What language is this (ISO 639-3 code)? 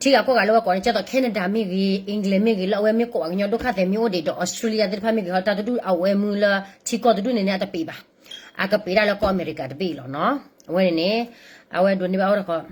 ksw